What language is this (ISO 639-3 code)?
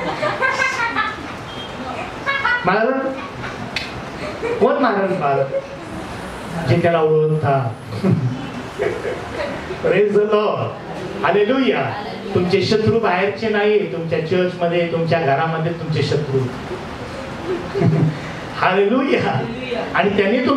mar